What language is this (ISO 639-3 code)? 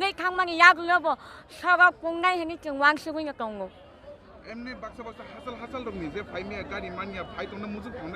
trp